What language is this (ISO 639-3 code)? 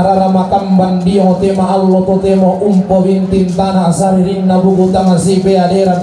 sda